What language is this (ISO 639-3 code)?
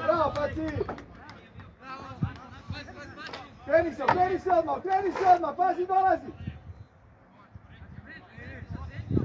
hrv